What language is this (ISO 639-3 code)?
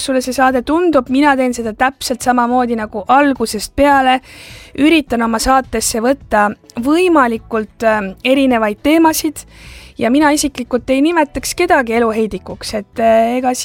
est